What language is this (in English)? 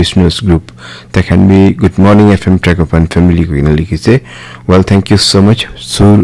Naga Pidgin